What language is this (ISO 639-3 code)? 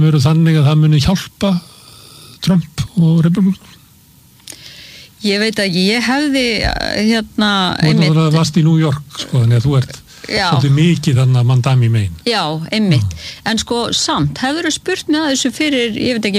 isl